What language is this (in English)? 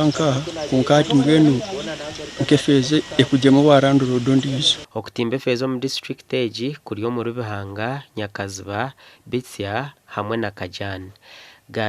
Nyankole